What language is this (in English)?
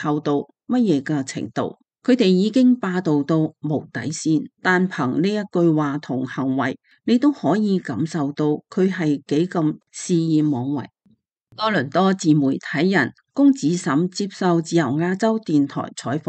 Cantonese